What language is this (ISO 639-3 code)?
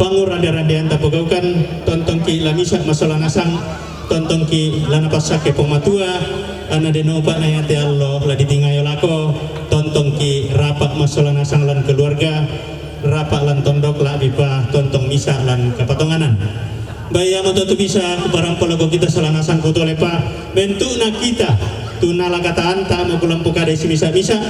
sda